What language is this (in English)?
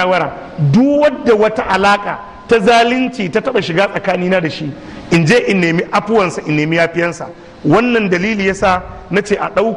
Hausa